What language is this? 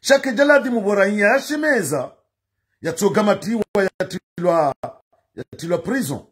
Ngazidja Comorian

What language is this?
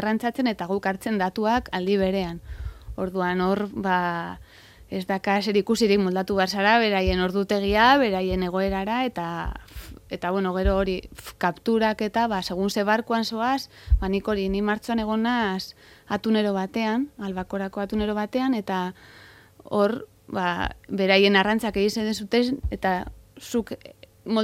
Basque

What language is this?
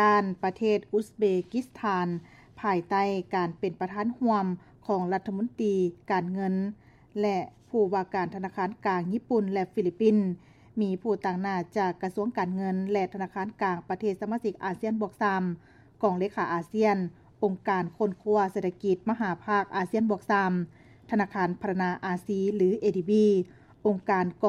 Lao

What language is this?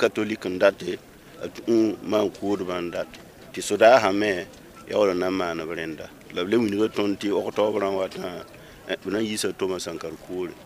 Mossi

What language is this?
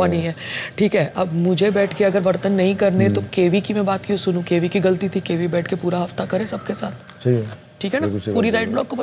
Hindi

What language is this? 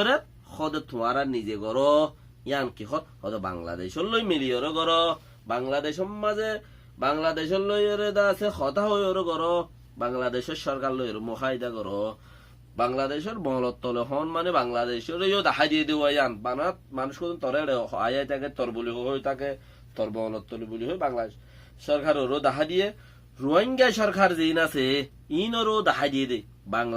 Rohingya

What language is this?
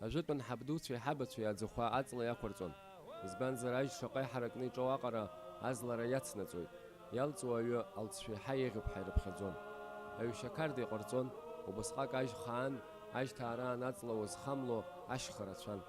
Abkhazian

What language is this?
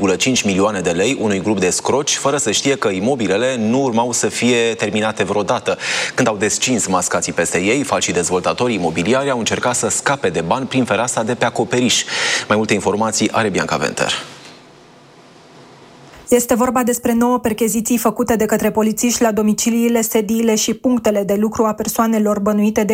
Romanian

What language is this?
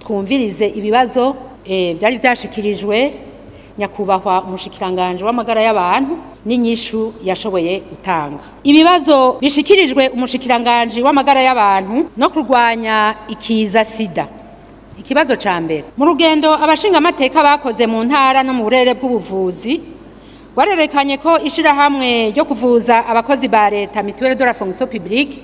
Rundi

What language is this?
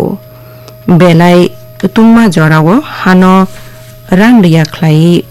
Kok Borok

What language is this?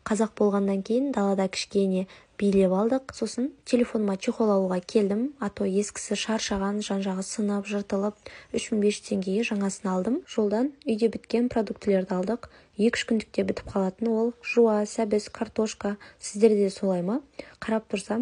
Kazakh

